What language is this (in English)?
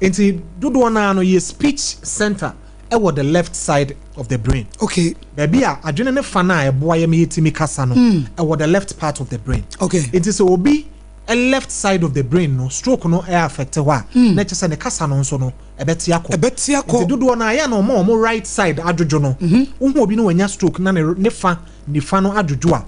Akan